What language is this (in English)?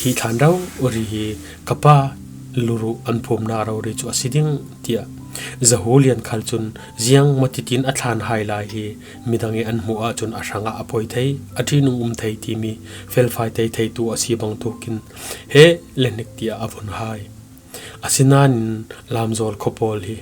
Falam Chin